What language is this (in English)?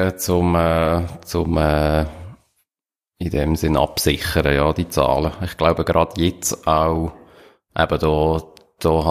German